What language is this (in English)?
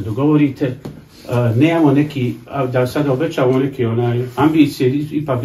Bosnian